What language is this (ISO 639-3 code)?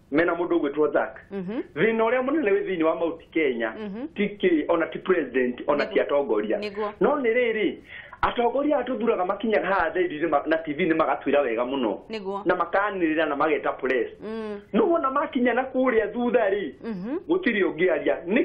kik